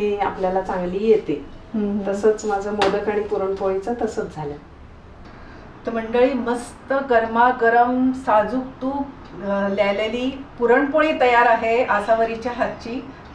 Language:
Marathi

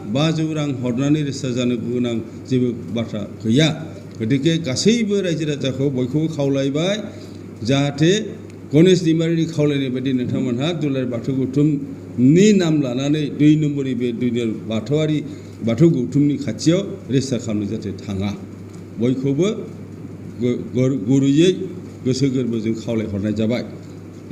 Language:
Bodo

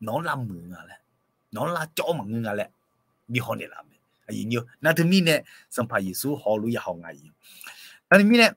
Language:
Akha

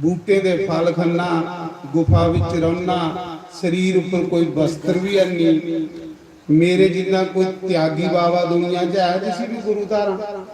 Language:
Dogri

